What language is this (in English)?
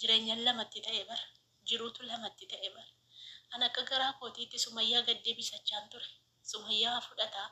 Oromo